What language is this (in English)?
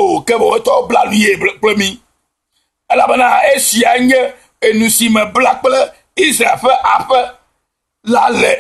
Ewe